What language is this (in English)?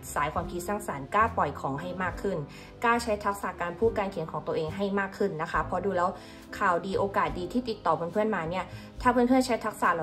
Thai